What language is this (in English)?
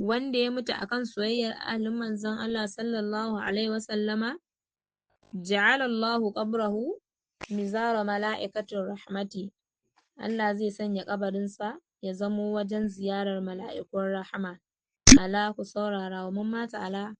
Hausa